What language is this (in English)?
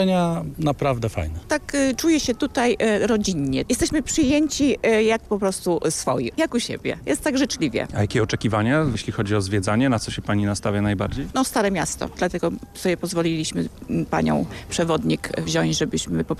Polish